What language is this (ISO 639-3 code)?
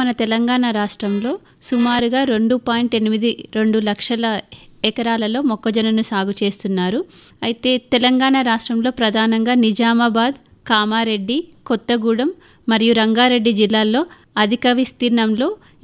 tel